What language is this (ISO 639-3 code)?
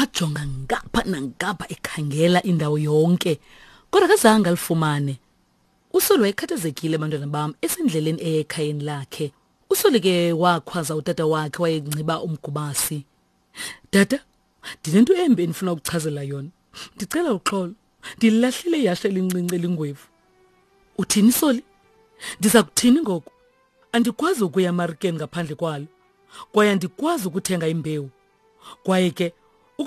xho